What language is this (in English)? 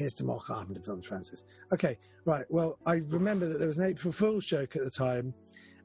English